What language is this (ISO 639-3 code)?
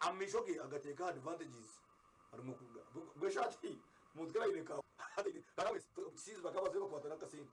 nyn